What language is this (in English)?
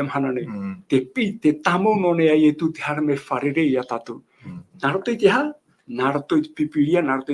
Tahitian